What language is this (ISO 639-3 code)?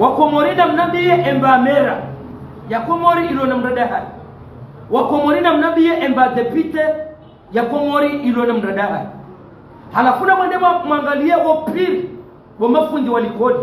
zdj